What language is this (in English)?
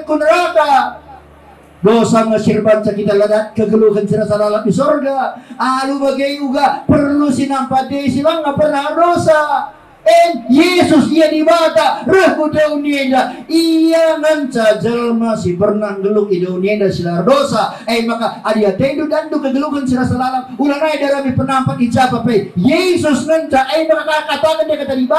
Batak Karo